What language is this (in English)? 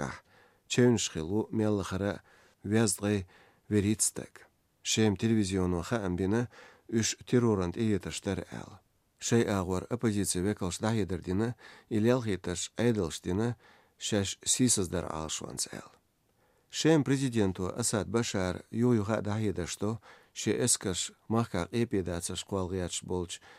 Slovenian